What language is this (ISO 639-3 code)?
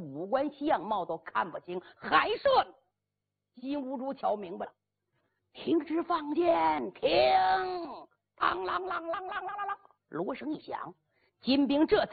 zho